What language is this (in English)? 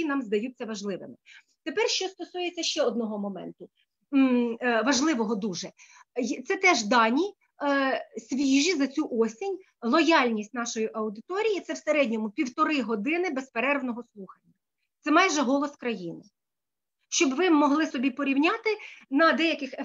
Ukrainian